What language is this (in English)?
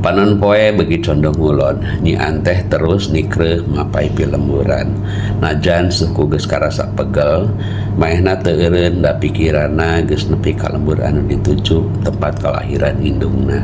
Sundanese